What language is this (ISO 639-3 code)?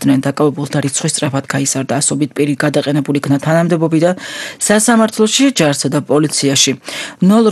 kat